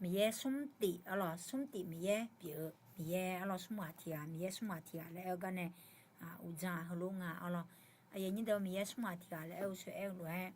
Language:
Akha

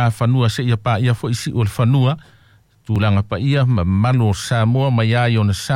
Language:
Samoan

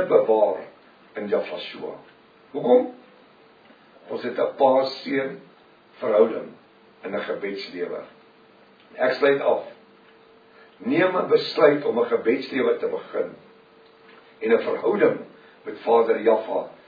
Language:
Afrikaans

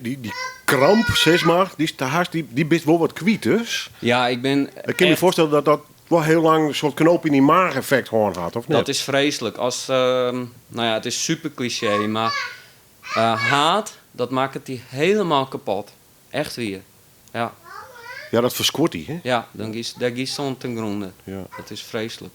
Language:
Western Frisian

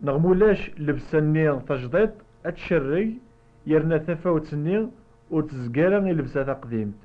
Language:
Kabyle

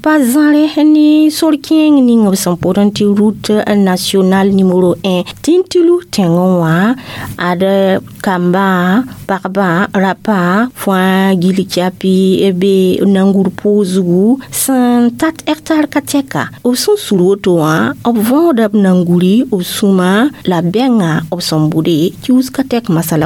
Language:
Mossi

